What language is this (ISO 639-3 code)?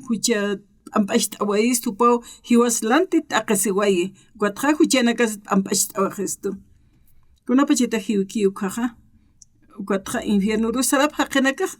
aym